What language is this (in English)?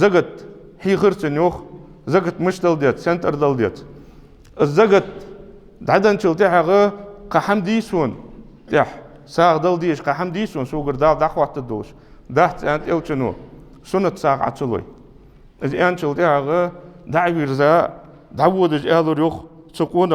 Ingush